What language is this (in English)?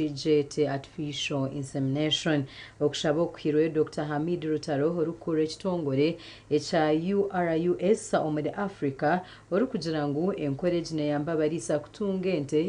Nyankole